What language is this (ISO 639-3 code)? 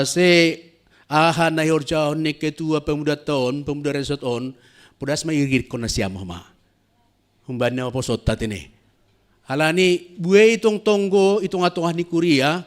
bts